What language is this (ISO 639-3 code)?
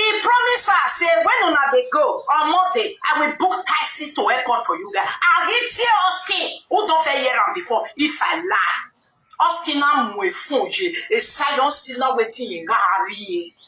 pcm